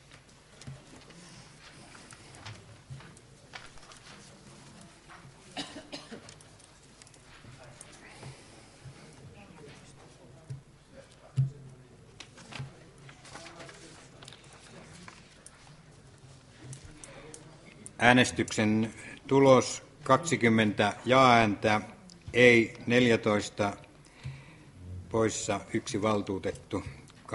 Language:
Finnish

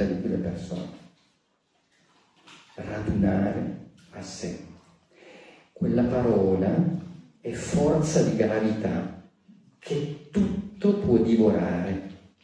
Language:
Italian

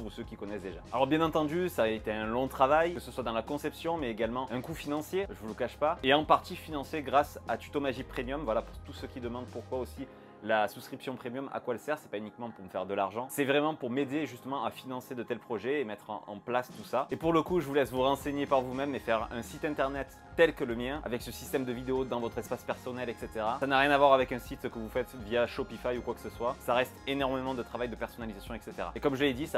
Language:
French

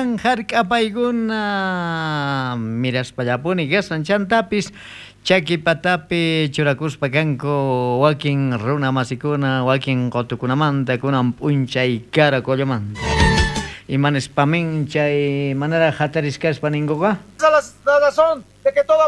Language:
South Bolivian Quechua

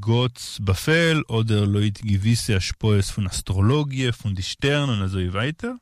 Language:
Yiddish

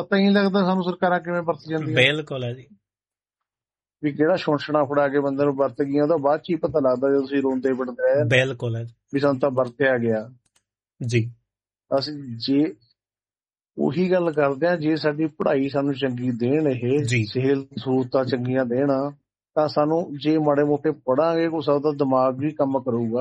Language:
Punjabi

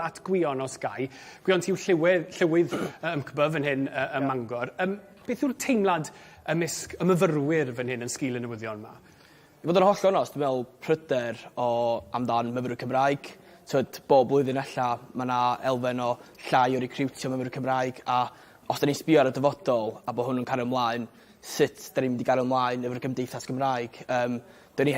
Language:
Welsh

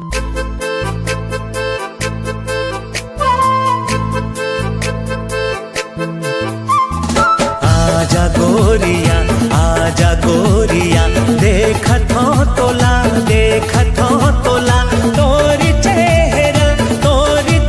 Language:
Chhattisgarhi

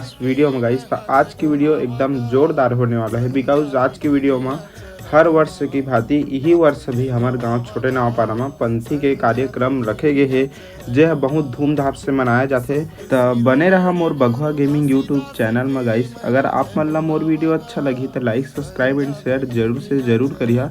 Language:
Chhattisgarhi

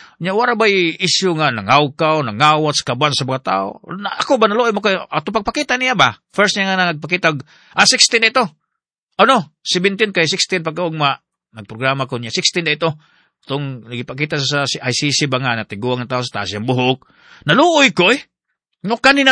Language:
Cebuano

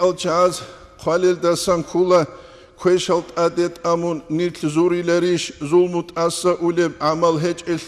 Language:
Avaric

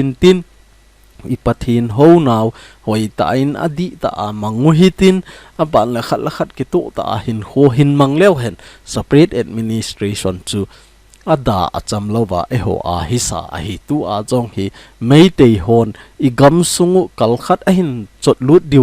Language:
Thado Chin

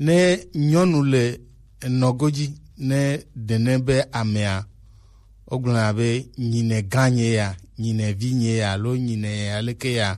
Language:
Gen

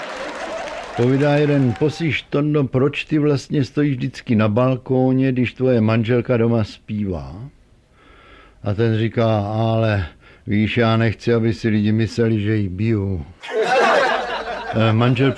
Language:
Czech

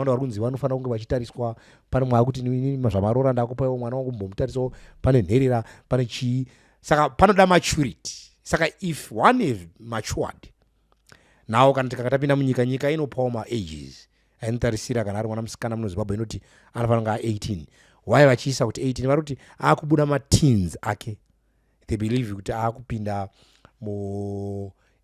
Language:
Shona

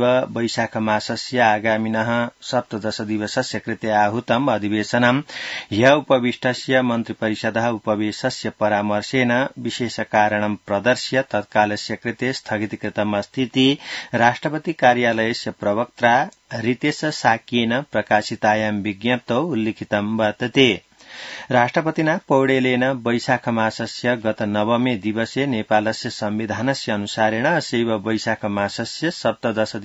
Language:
Sanskrit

